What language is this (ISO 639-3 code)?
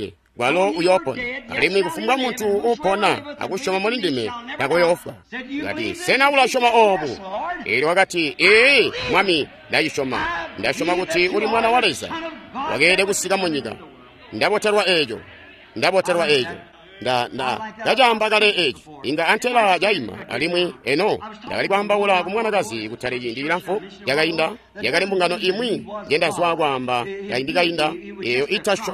toi